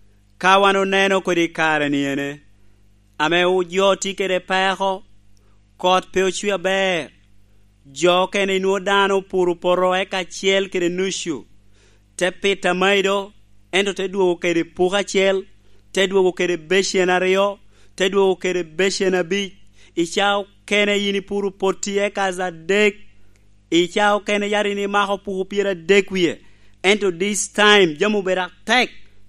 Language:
Lango (Uganda)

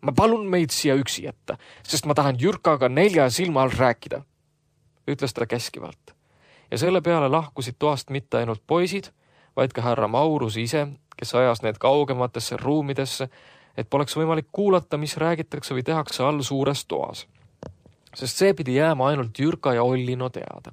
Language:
Estonian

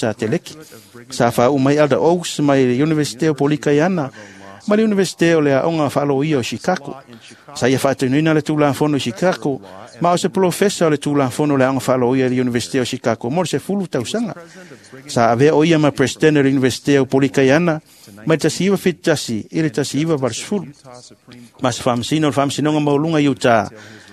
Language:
Samoan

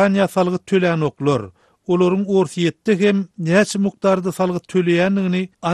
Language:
Turkmen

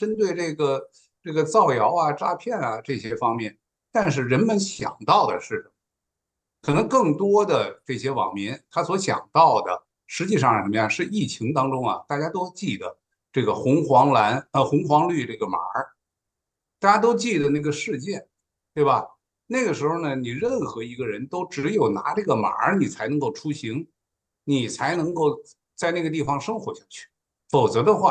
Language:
Chinese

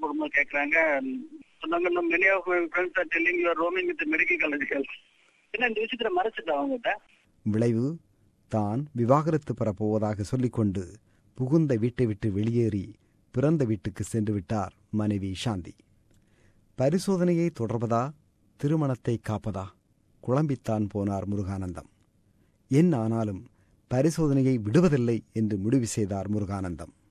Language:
Tamil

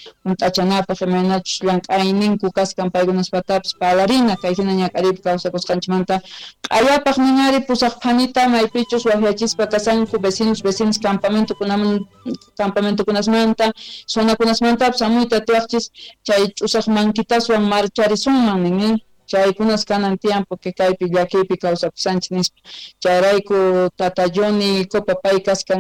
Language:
Quechua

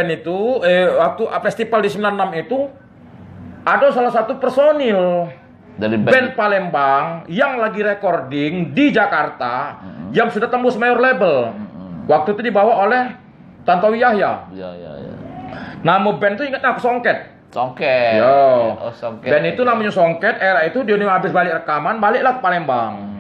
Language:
Musi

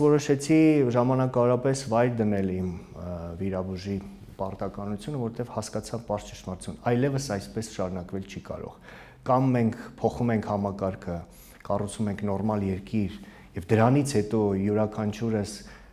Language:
Armenian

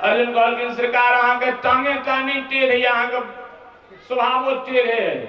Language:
Maithili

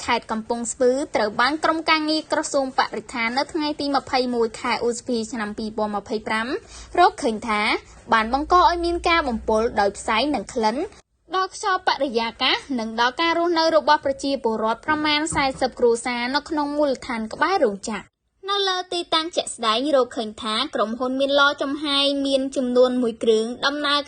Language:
Khmer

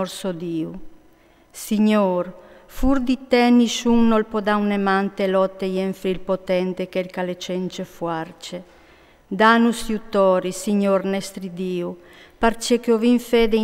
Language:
Friulian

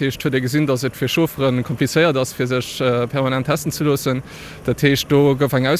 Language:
Luxembourgish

